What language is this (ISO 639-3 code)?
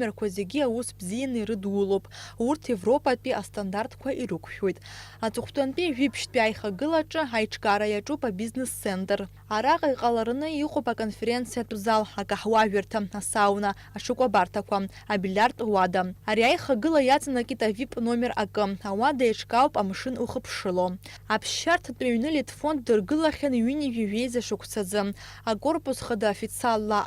abk